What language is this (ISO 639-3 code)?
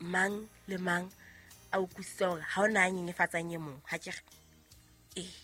sot